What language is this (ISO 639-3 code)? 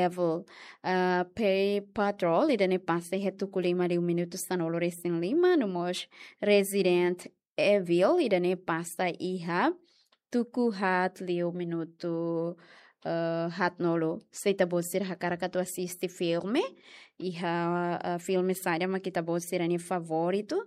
tet